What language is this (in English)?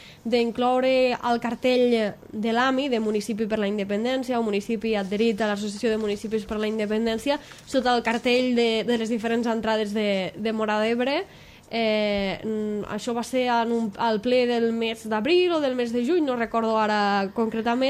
Catalan